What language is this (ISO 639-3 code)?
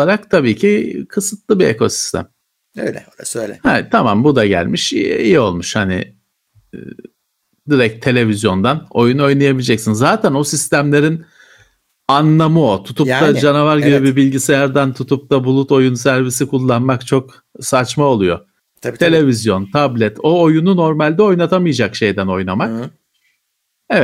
tur